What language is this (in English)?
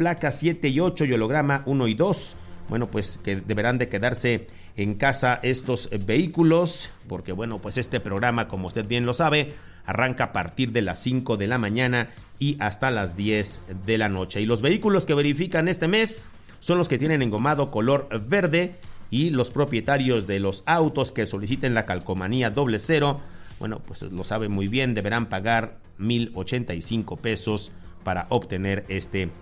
Spanish